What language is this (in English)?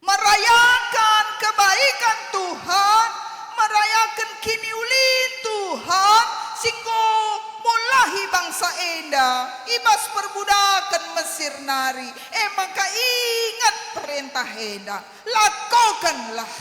Batak Karo